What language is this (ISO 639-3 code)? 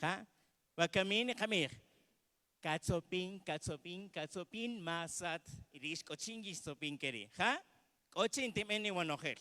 cak